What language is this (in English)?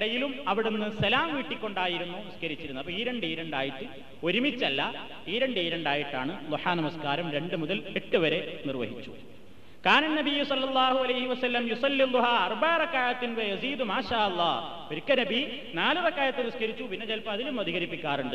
Malayalam